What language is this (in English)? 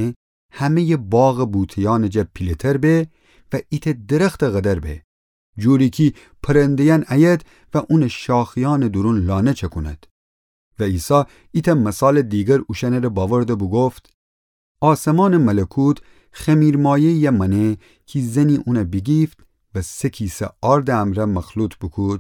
Gilaki